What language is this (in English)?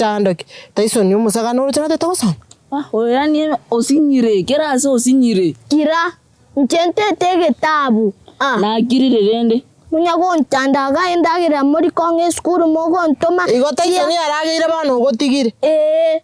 Gusii